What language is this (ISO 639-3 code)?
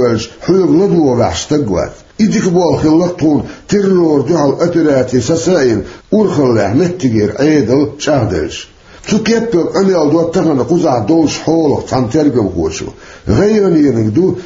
che